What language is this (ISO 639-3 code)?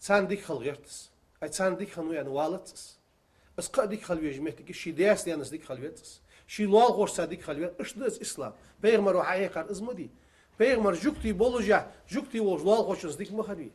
inh